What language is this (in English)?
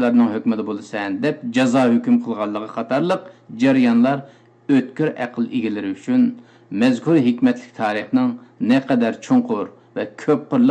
Uyghur